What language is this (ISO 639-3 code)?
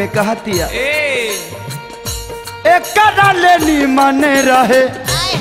bho